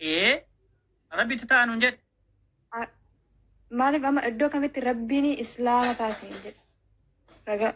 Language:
Oromo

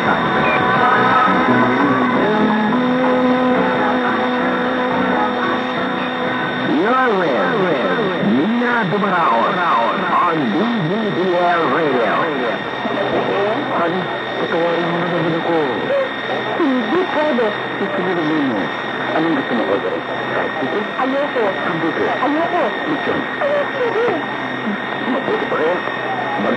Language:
Filipino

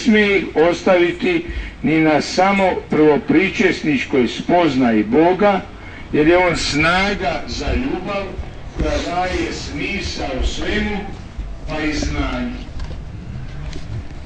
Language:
Croatian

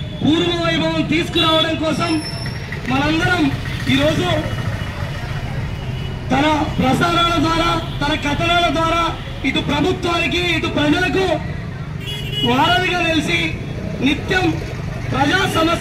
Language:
Telugu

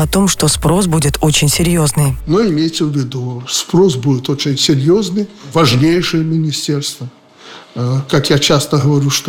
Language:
Russian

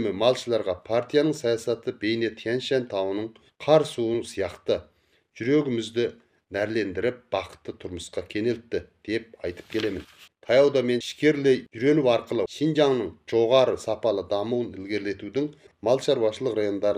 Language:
Kazakh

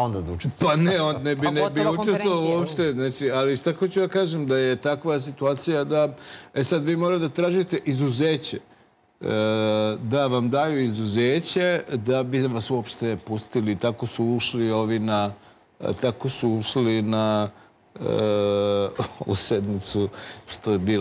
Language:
Serbian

